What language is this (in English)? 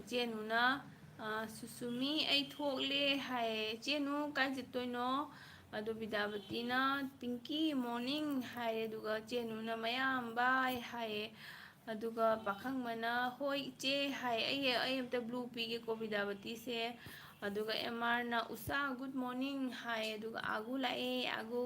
Manipuri